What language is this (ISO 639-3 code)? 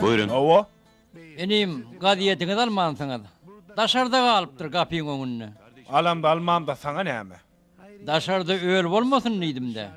tuk